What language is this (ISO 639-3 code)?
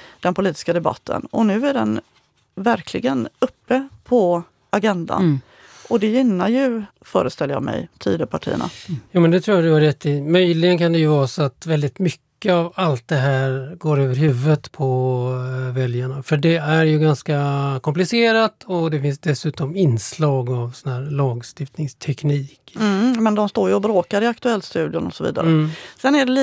swe